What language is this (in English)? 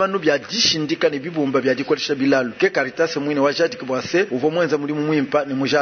Luba-Lulua